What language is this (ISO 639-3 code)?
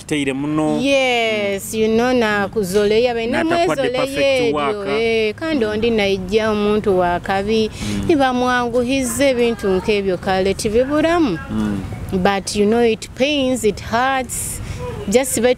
nyo